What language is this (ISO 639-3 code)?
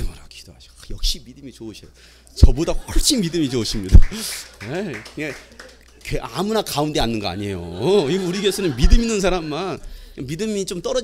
kor